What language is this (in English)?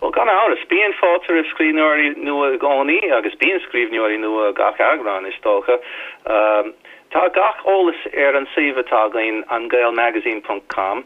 Irish